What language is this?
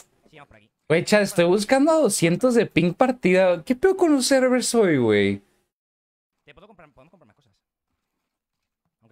Spanish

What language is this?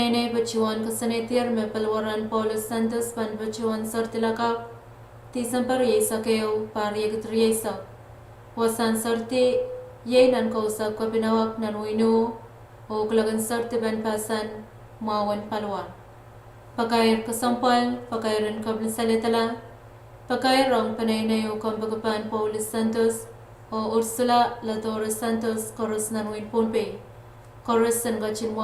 Pohnpeian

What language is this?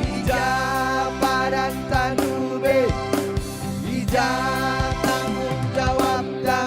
Batak Karo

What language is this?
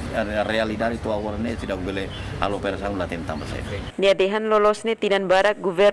Tetum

